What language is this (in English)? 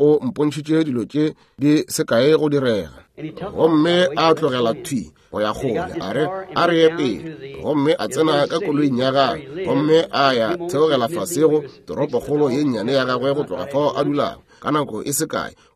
Northern Sotho